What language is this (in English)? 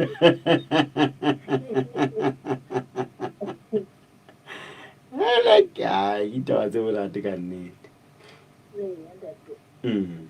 Southern Sotho